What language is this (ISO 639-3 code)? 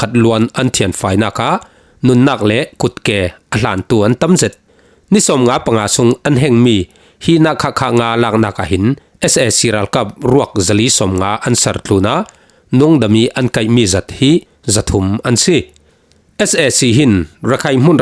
cfm